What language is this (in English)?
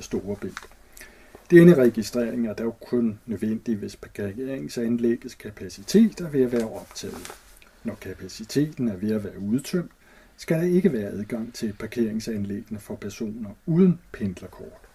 Danish